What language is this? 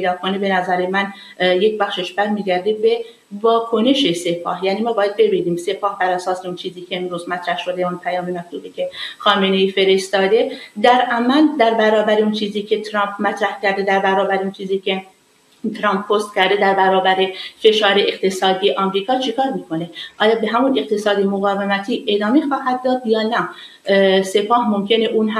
Persian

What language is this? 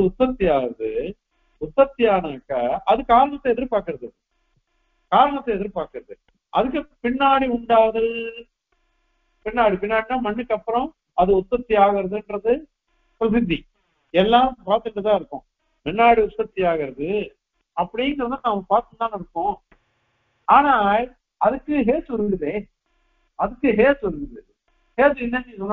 Tamil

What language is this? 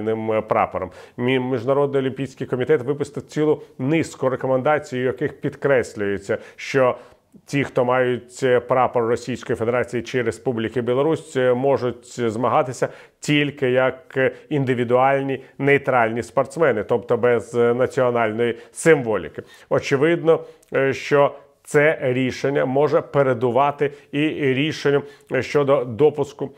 Ukrainian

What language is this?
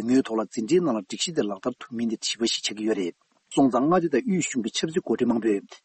Tibetan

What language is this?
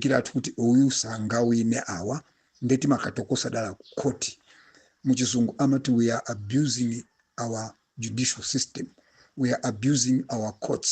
Nyanja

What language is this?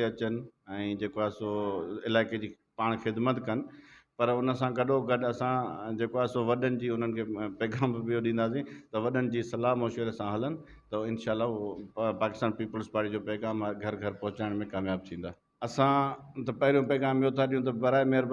Sindhi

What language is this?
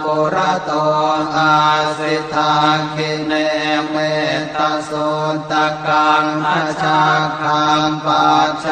Pali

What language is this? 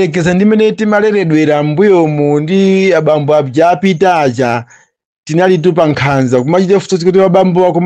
Nyanja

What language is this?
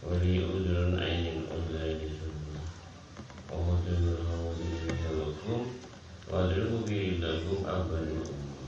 Madurese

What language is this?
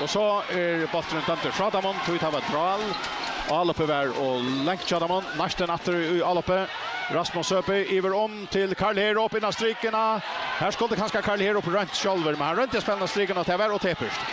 Faroese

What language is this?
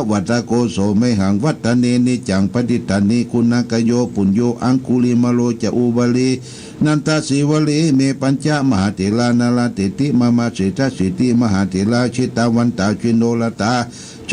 Pali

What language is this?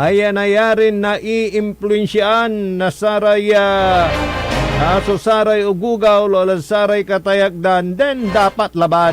Pangasinan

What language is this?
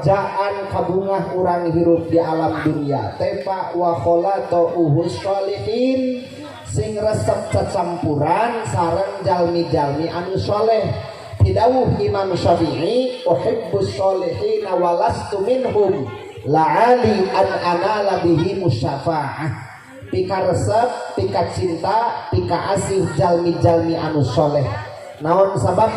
Sundanese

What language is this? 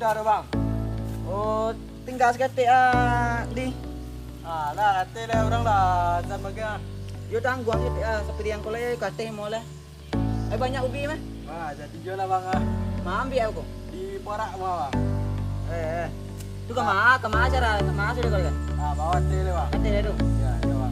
Minangkabau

